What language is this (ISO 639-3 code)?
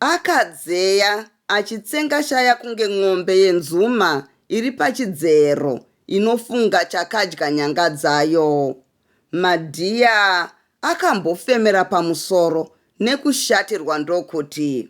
sna